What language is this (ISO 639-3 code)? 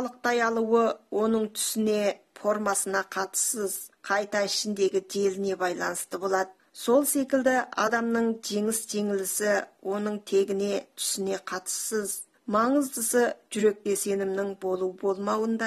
kaz